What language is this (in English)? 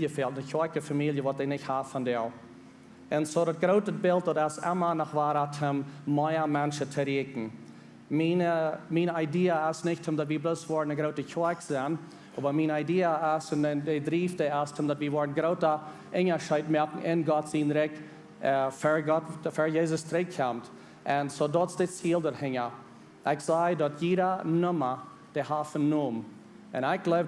Plautdietsch